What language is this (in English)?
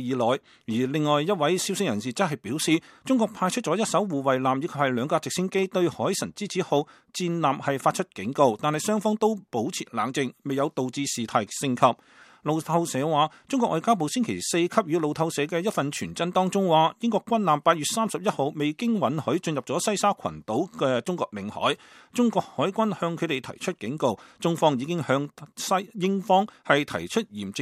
Cantonese